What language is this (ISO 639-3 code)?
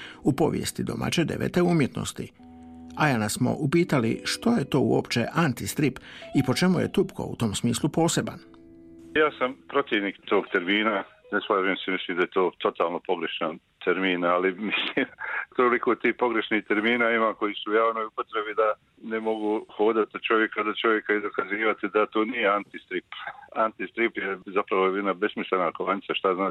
hrv